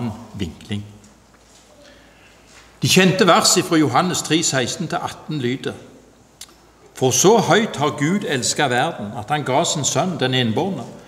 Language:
Norwegian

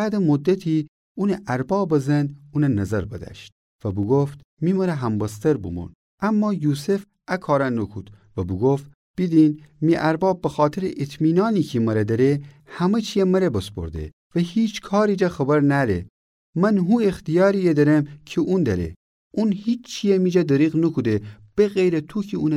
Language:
Gilaki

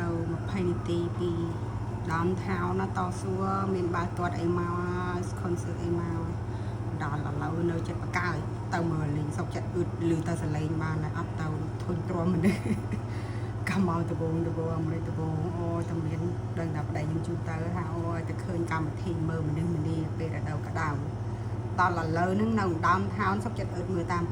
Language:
Khmer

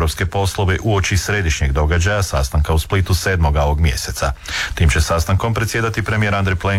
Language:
Croatian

